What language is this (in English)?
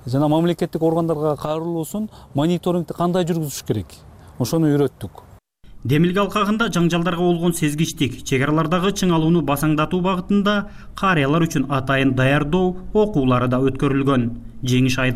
Kyrgyz